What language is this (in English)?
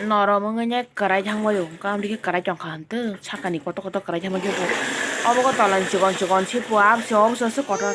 Kok Borok